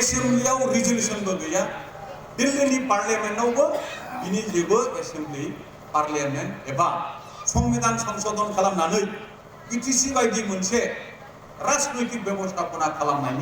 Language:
Bodo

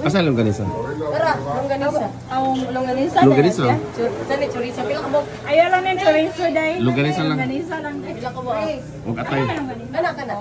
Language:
Cebuano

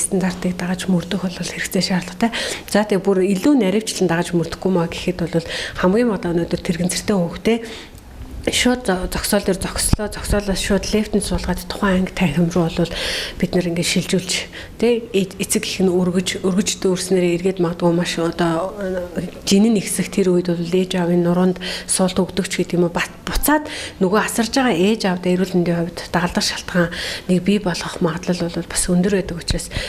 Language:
Mongolian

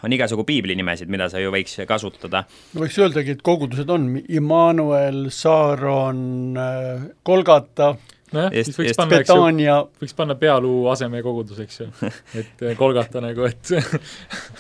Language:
Estonian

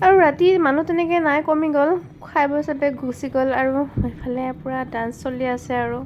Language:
Assamese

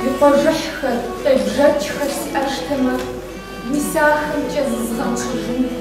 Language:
Kabardian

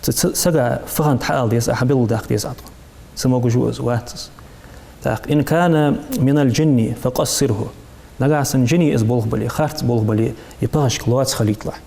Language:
Ingush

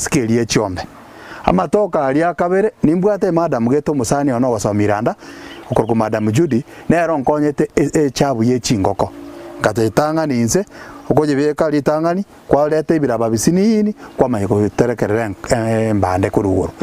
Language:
Gusii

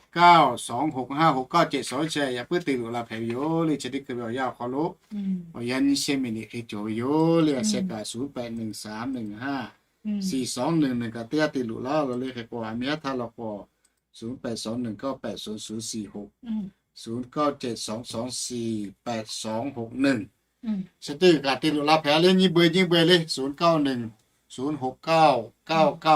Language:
Lahu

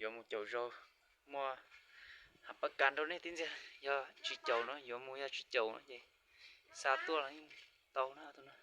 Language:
Hmong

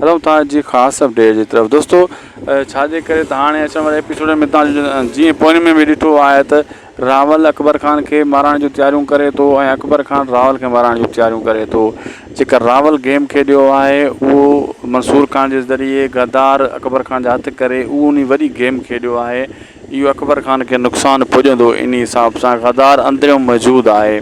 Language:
Sindhi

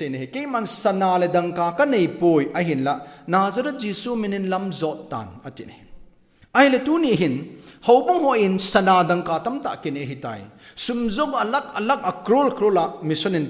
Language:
Thado Chin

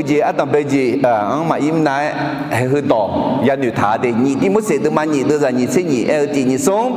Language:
Akha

